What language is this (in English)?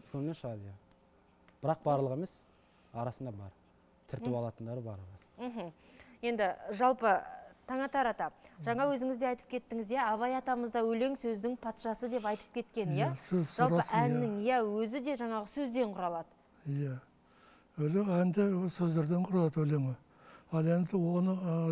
Kazakh